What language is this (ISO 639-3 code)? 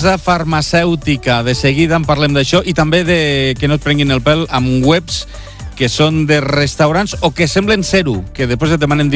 cat